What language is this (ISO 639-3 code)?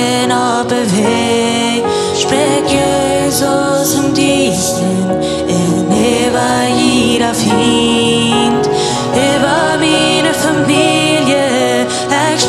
pdt